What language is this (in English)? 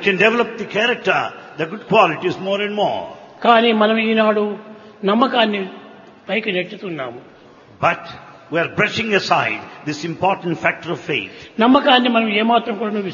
Telugu